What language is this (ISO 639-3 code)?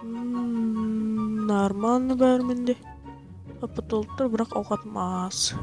kaa